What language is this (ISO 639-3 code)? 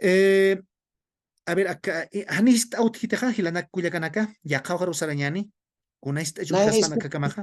aym